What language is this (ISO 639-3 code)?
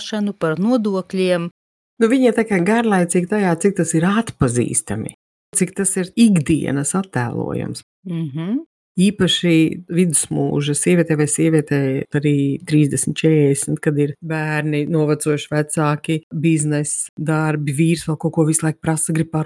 lav